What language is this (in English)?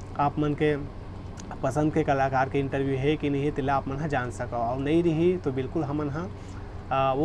Chhattisgarhi